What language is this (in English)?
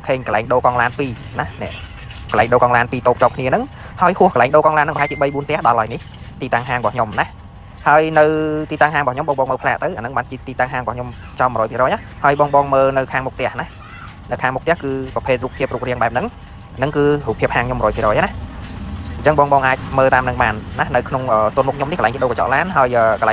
Khmer